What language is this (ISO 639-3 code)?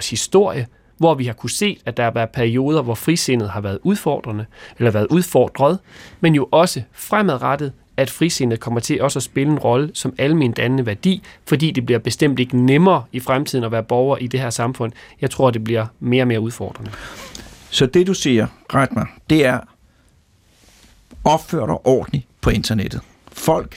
dan